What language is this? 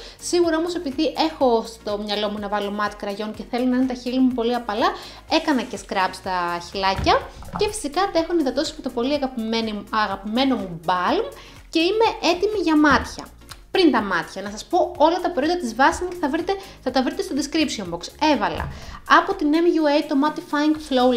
Greek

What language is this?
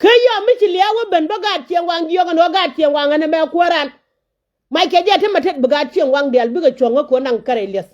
Nuer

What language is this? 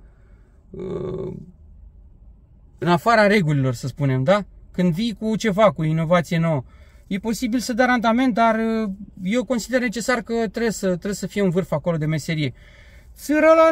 Romanian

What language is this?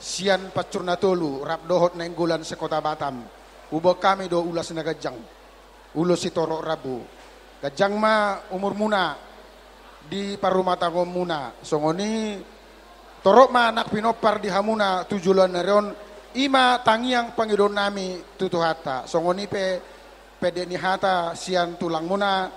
Batak Toba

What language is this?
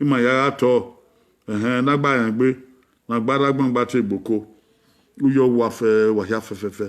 Bini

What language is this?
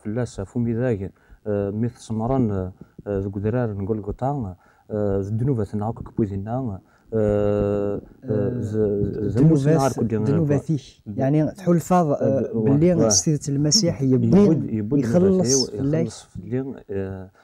Kabyle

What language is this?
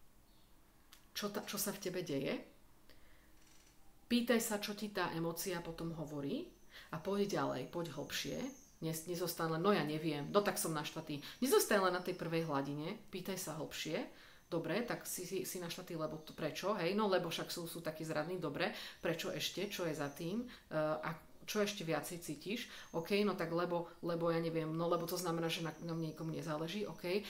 Slovak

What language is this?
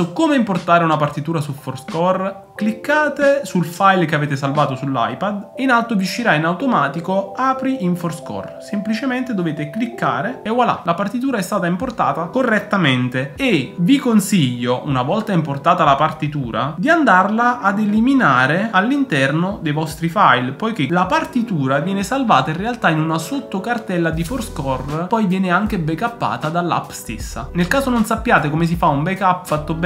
Italian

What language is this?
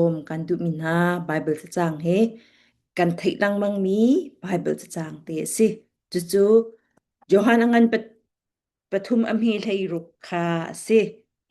Falam Chin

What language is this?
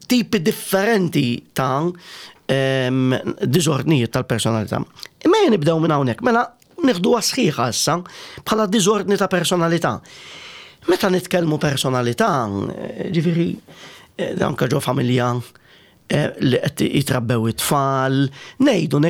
Maltese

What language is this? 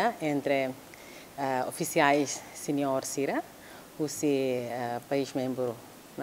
Tetum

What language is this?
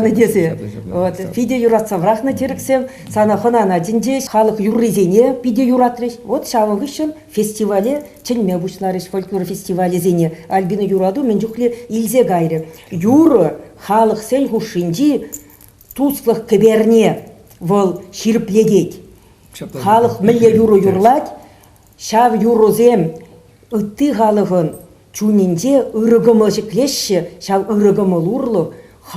Chuvash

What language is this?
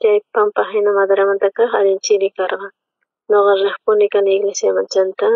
South Bolivian Quechua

